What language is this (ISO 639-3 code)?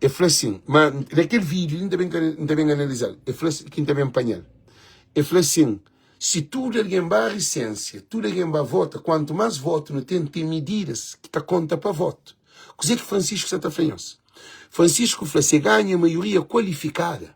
kea